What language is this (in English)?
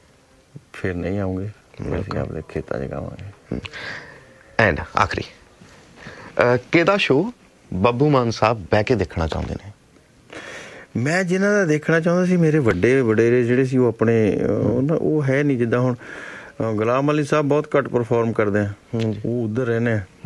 Punjabi